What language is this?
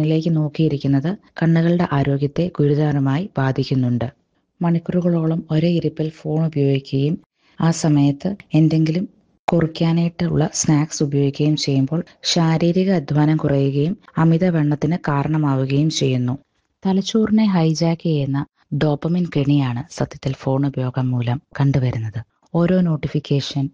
Malayalam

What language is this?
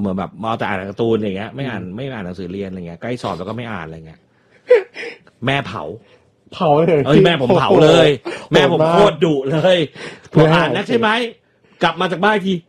Thai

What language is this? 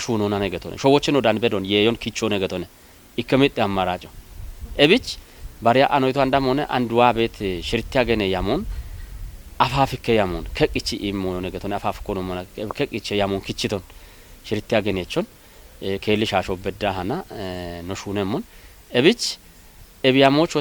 Kafa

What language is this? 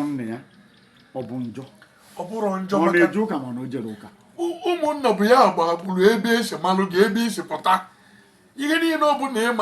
Igbo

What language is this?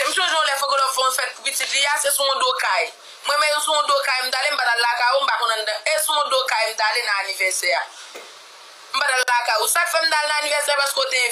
Haitian Creole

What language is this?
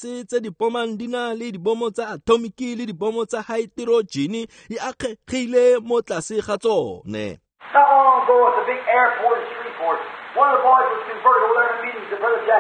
Tswana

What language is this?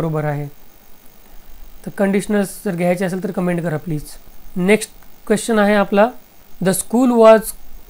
Marathi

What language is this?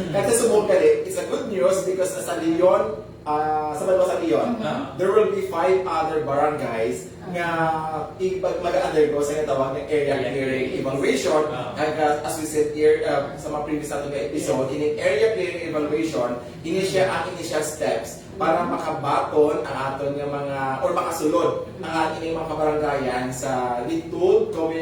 Hiligaynon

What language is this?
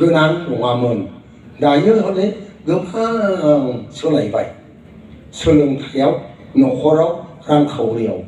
Bodo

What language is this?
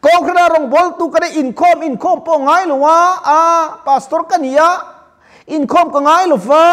Mizo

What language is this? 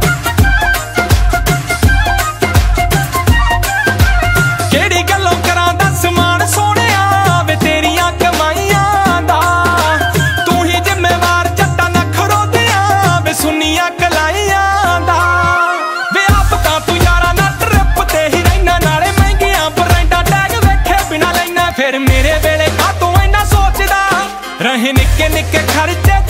Punjabi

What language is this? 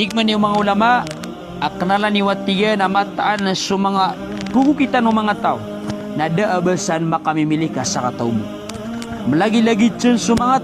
Maranao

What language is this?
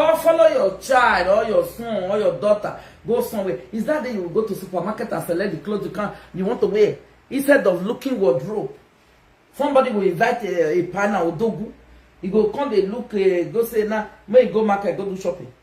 Nigerian Pidgin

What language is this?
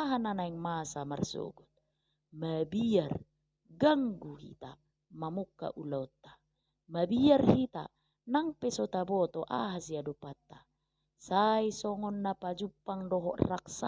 Batak Toba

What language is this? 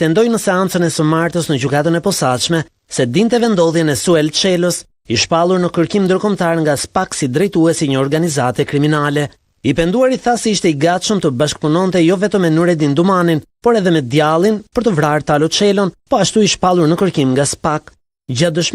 Albanian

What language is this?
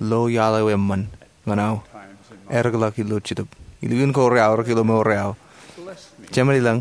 Marshallese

